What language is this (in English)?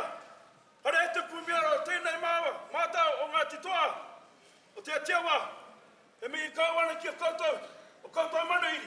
Māori